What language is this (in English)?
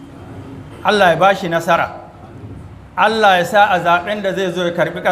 Hausa